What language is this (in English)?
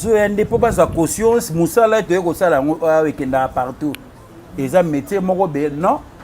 Lingala